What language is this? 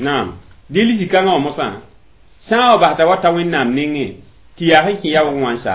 Mossi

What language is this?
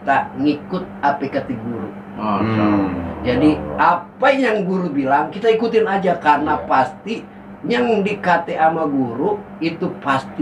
Betawi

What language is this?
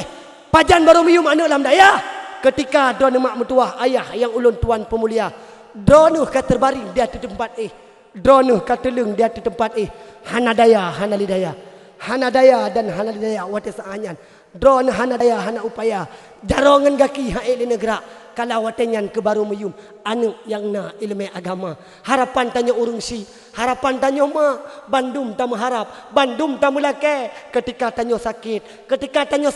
Achinese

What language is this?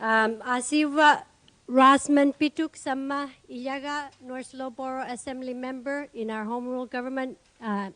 Kalaallisut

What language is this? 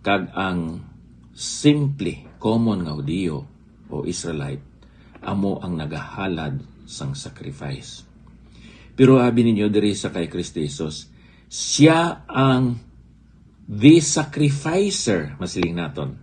Hiligaynon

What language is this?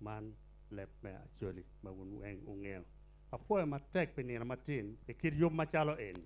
Acoli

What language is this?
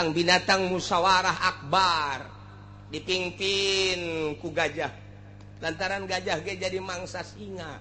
Sundanese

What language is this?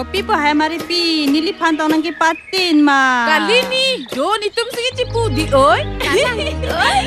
Karbi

